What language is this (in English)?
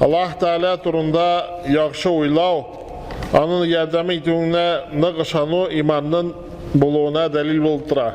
Tatar